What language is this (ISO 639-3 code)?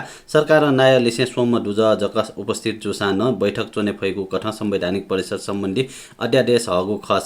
new